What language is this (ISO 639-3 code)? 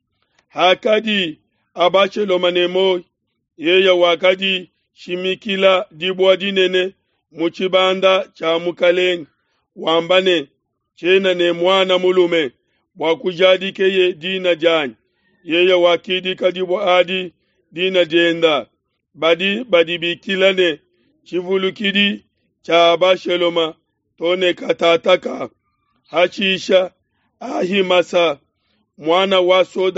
lua